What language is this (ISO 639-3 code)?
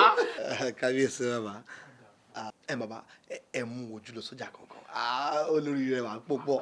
yor